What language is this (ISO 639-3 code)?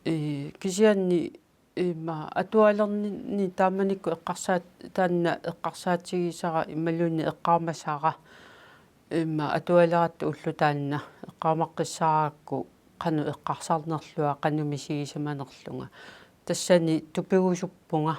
kal